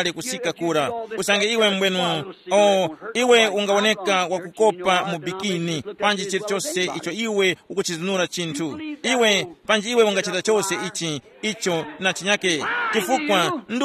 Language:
Tumbuka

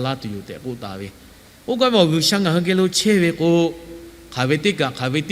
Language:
Lahu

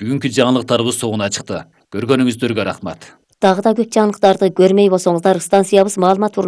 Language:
Kyrgyz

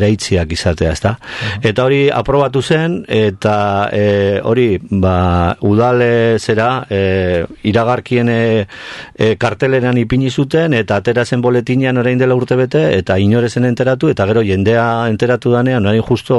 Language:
Basque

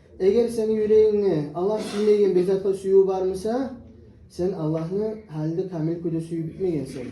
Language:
Kumyk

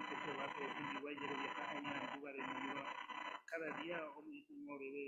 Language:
Guarani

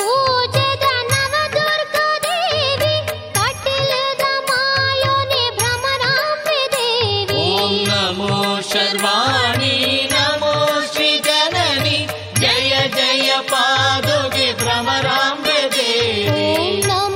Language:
Kannada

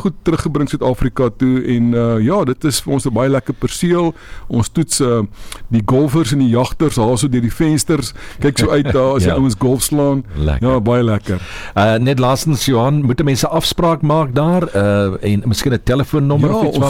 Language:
Afrikaans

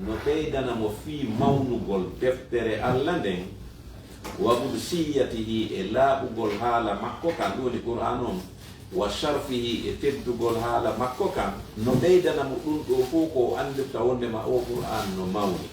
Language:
Fula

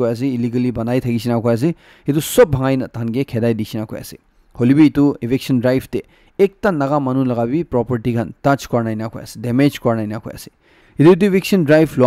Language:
Naga Pidgin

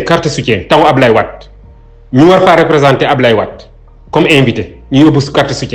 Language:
Wolof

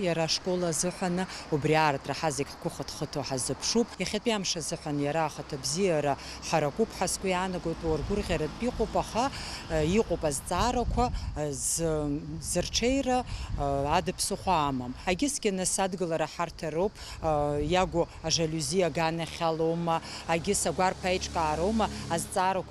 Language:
Abkhazian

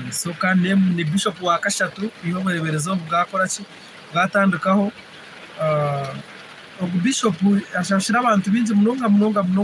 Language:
Nyankole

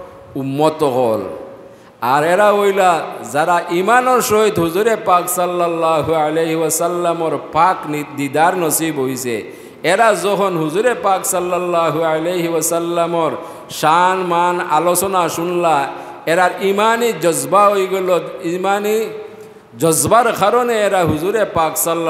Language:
Sylheti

